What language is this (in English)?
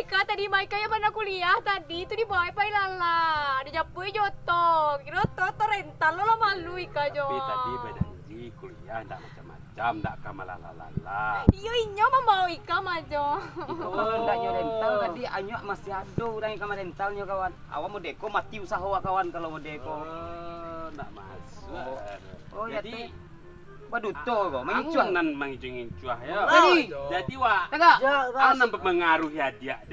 Minangkabau